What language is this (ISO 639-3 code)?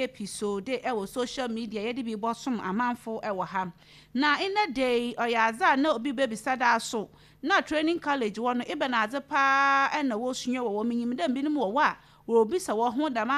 aka